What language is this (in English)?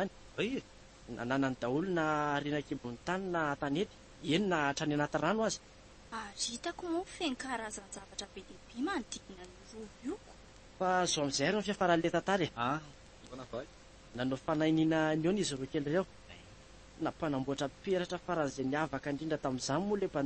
Malagasy